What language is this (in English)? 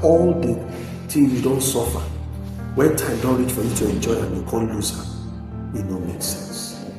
Nigerian Pidgin